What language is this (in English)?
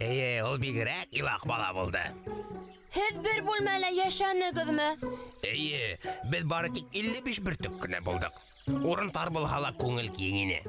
Bashkir